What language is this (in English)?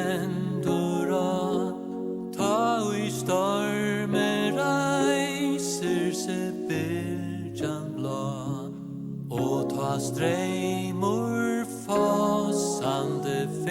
Faroese